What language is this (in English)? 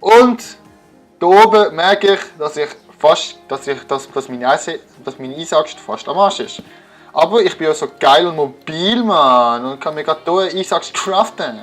Swiss German